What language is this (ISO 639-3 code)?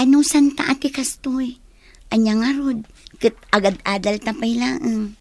ilo